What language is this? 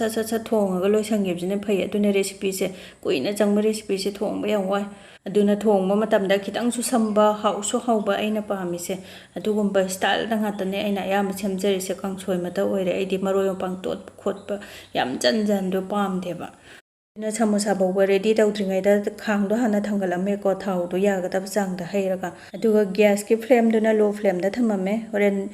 Manipuri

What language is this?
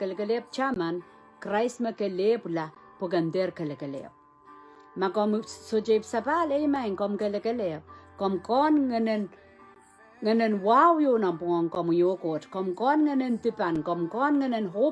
Pohnpeian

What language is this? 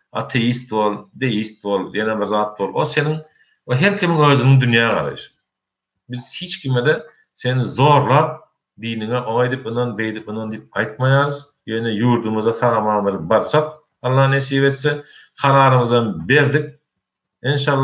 Turkmen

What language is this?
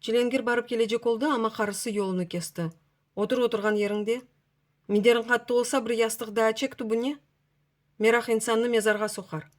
Crimean Tatar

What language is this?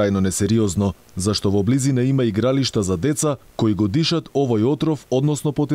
Macedonian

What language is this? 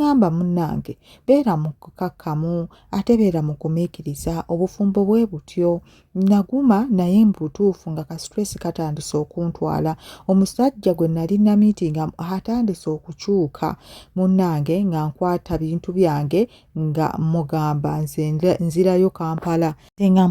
Ganda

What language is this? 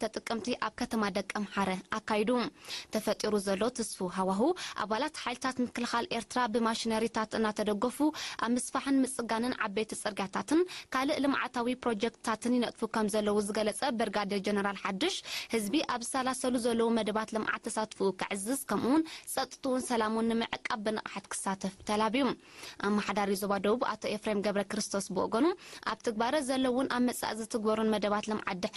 Tigrinya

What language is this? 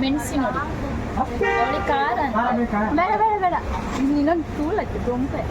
Tulu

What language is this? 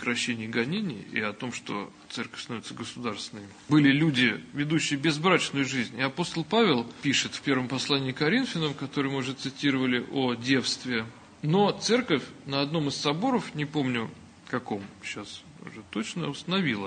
Russian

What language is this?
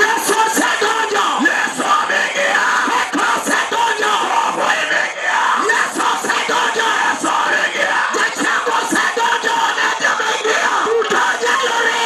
Luo (Kenya and Tanzania)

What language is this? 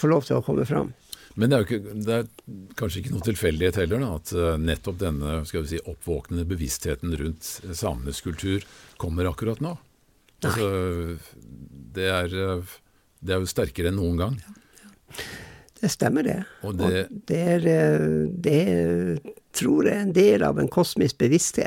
Norwegian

